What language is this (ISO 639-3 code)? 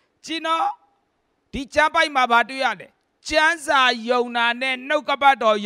mya